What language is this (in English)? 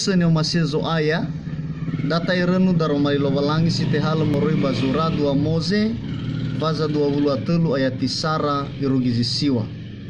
Nias